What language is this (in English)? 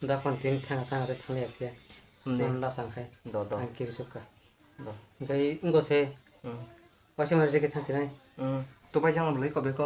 Kok Borok